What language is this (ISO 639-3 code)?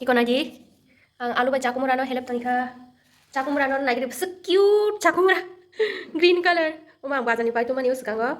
trp